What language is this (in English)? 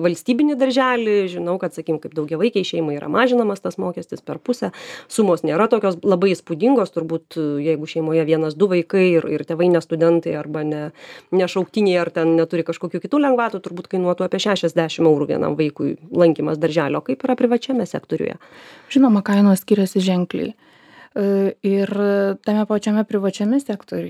Lithuanian